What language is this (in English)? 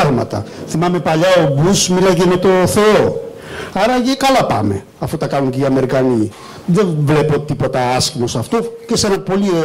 Greek